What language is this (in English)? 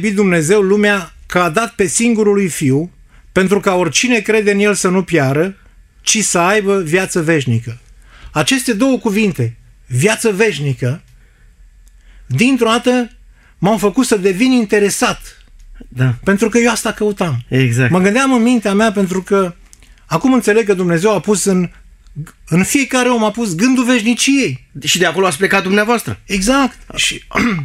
Romanian